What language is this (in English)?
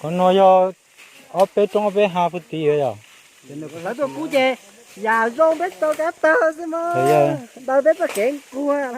Hmong